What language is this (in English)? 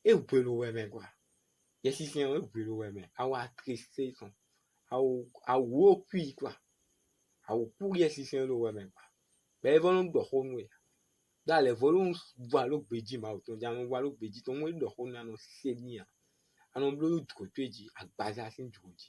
Fon